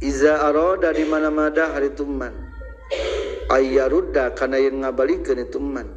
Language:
Sundanese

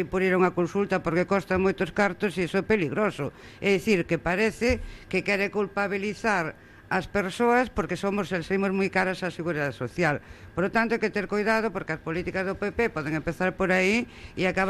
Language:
Galician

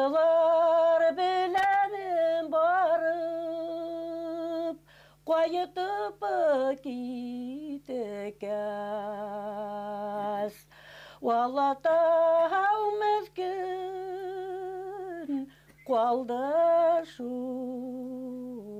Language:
Bashkir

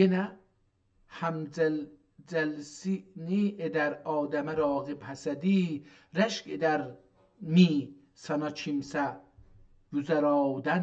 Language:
South Azerbaijani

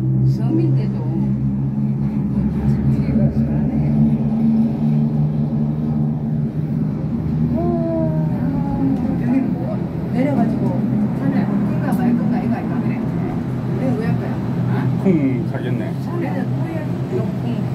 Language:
Korean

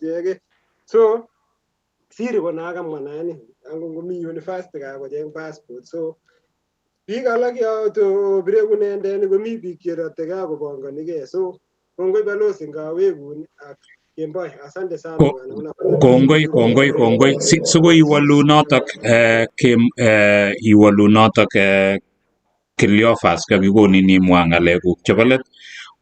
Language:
Kalenjin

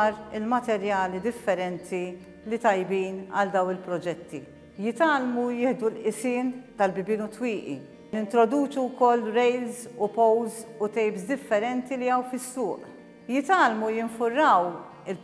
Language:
Maltese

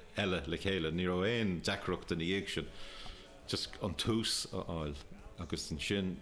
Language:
Irish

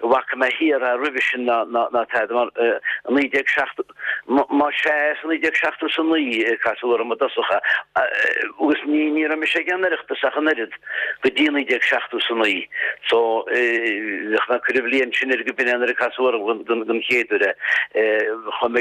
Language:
Irish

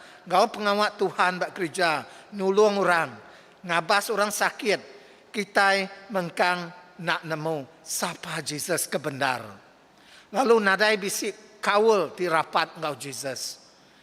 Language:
Iban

